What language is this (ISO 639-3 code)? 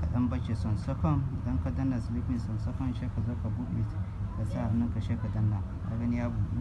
hau